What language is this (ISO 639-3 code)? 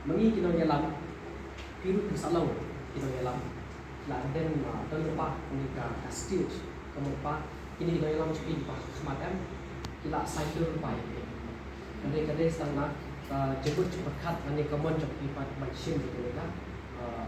kha